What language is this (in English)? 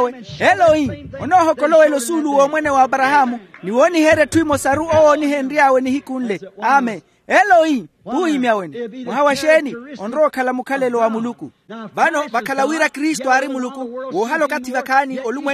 Makhuwa